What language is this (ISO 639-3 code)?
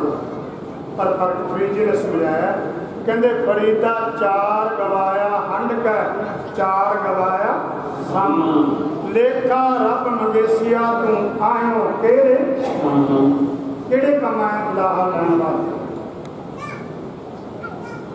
pan